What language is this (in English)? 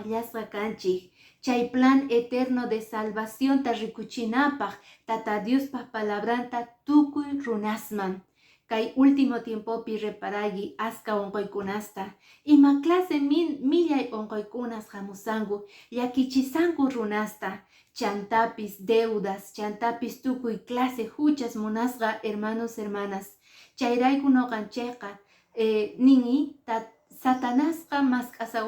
Quechua